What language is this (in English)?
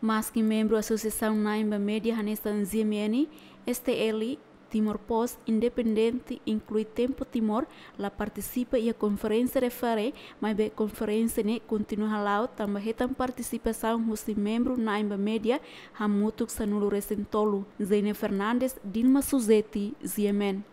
Tetum